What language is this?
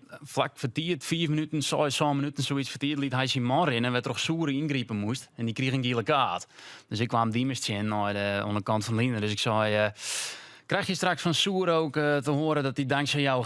Western Frisian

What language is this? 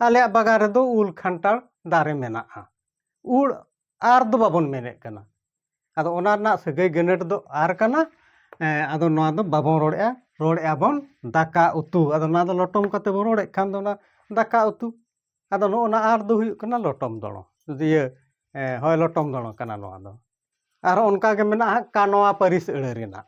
Santali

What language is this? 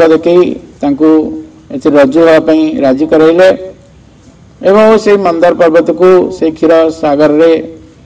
Odia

